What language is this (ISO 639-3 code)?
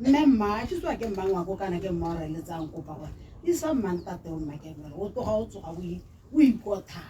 tsn